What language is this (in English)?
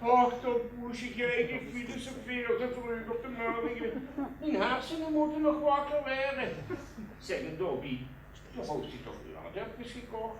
Limburgish